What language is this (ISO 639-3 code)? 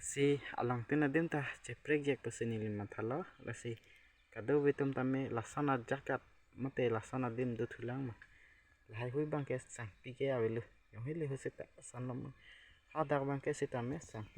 mjw